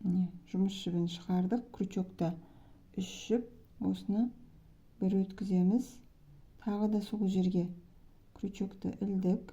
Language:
Kazakh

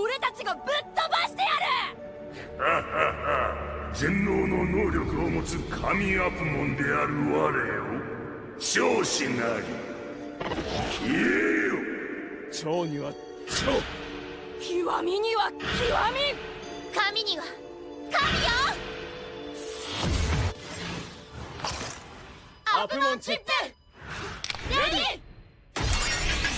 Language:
Japanese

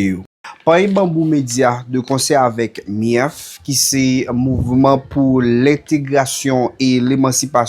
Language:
Haitian Creole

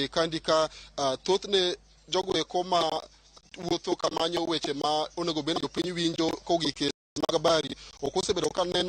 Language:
Luo (Kenya and Tanzania)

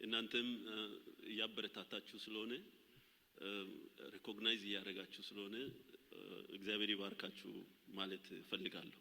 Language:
Amharic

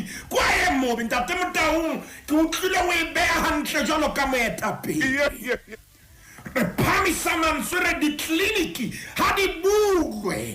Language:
Southern Sotho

